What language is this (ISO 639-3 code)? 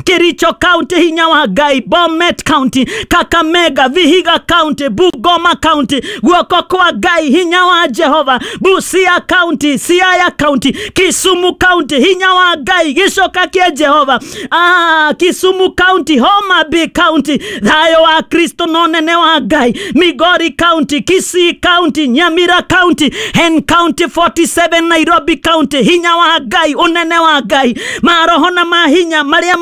kik